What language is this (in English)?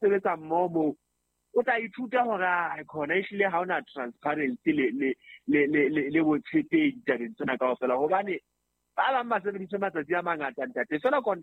Southern Sotho